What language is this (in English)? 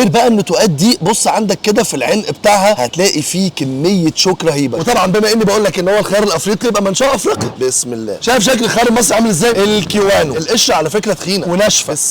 Egyptian Arabic